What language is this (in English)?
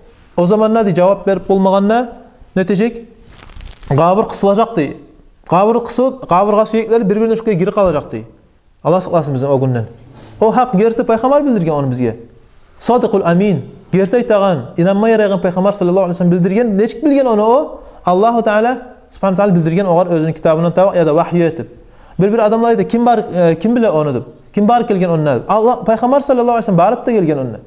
Kumyk